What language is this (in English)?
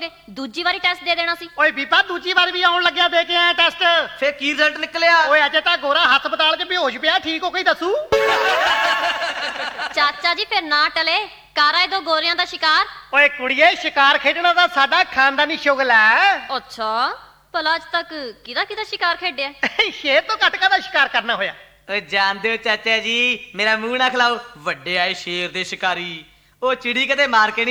Punjabi